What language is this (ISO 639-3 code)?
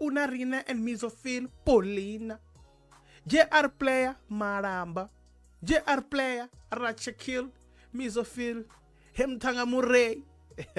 ven